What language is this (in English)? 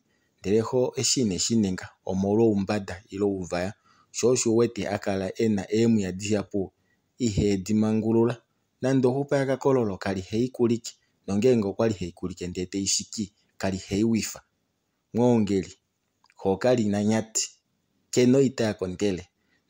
Kuanyama